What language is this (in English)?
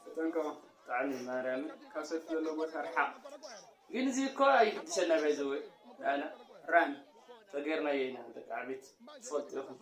Tigrinya